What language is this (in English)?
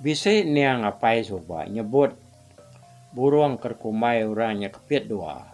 Iban